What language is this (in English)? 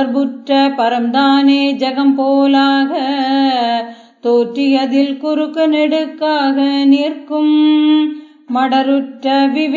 Tamil